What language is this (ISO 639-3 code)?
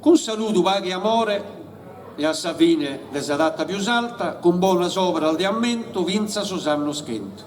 srd